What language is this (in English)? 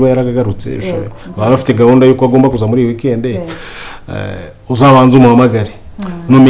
Kinyarwanda